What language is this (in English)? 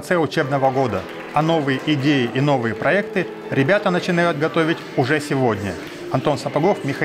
Russian